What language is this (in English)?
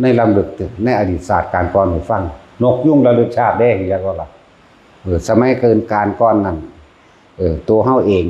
Northeastern Thai